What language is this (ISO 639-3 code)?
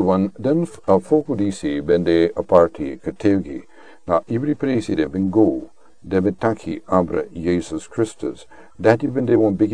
srn